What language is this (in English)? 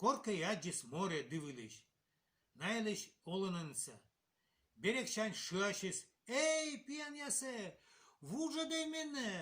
Komi